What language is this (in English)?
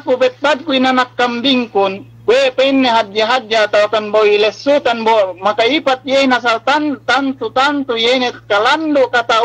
Yakan